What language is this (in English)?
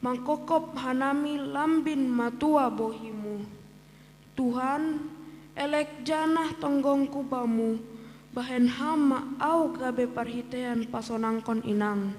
Batak Simalungun